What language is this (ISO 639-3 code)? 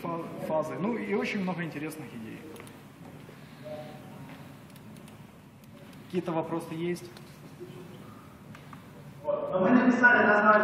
rus